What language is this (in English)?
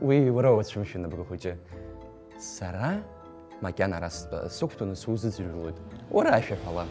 Abkhazian